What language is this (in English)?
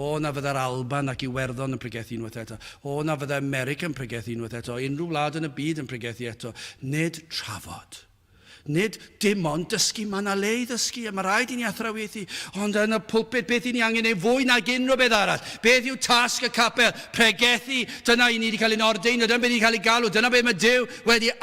Welsh